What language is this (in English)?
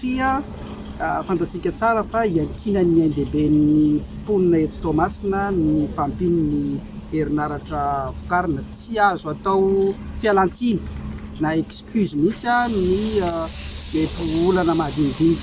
Malagasy